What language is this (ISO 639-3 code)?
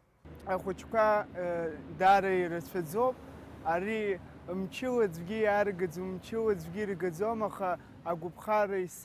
abk